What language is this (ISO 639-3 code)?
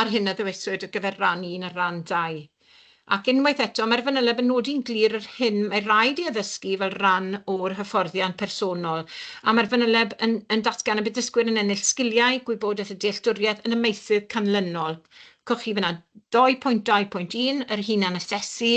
cym